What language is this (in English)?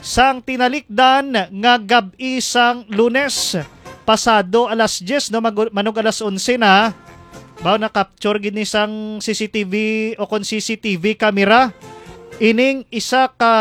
Hiligaynon